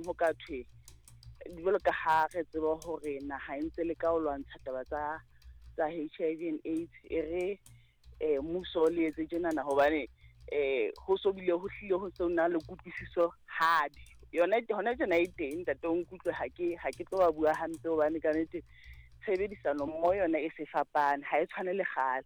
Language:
Southern Sotho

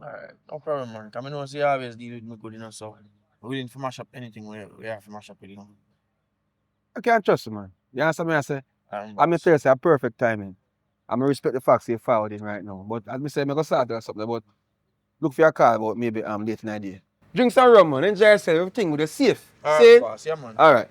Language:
Jamaican Creole English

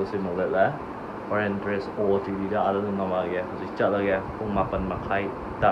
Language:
Manipuri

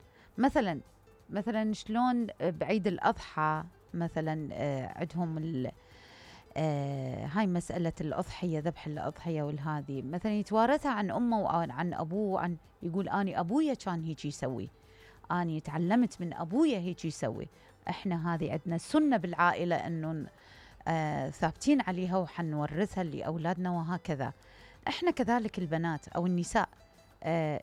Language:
Mesopotamian Arabic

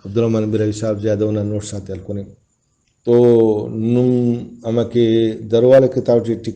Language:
Brahui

